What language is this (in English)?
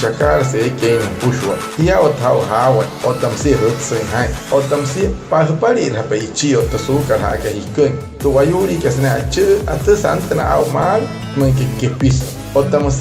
Wayuu